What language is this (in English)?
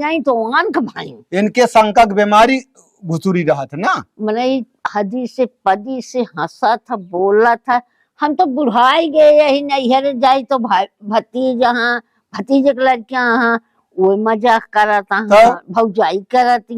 Awadhi